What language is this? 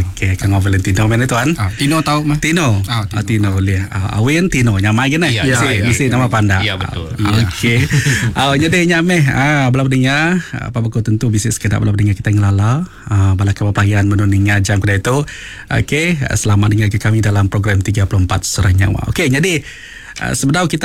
Iban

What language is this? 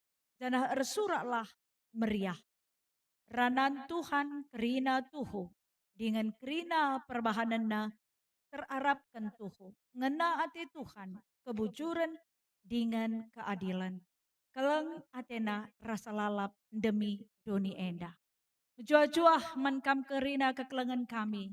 Batak Karo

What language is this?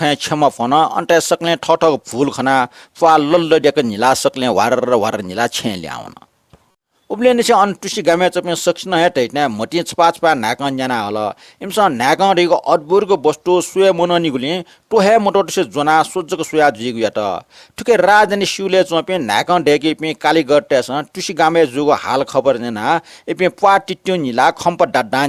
Newari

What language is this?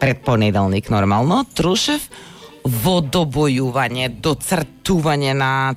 Macedonian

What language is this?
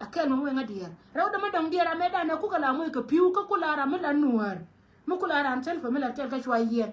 Nuer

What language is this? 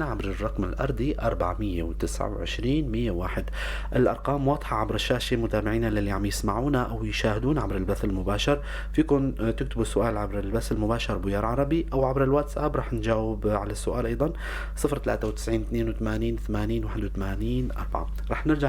North Levantine Arabic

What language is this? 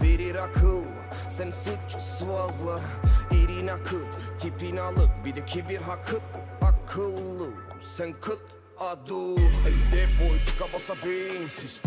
Turkish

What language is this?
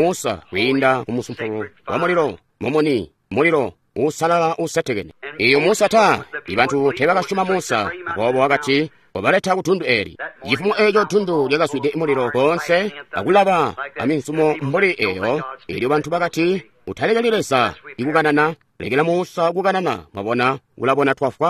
Tonga (Zambia)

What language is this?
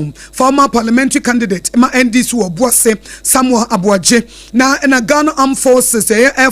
Akan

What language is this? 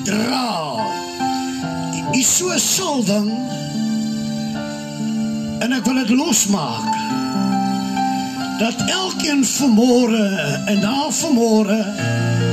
Afrikaans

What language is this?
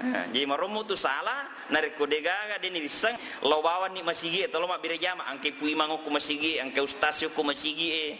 Buginese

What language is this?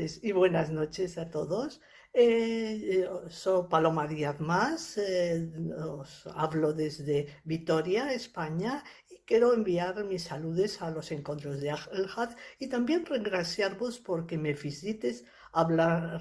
Ladino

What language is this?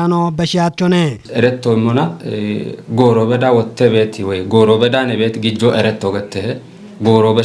Kafa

